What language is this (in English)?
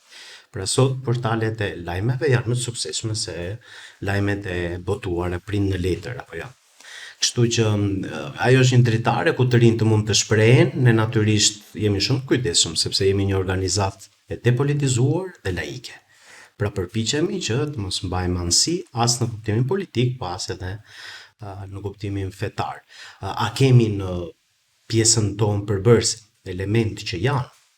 Albanian